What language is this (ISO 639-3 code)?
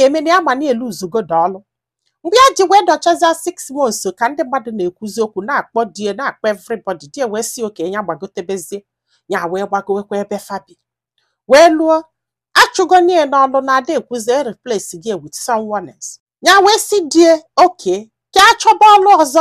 ibo